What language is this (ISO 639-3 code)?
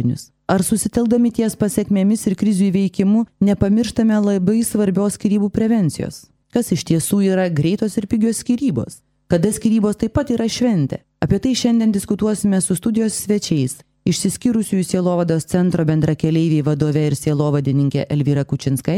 lit